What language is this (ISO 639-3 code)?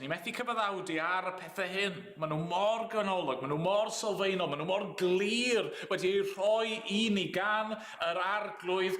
cym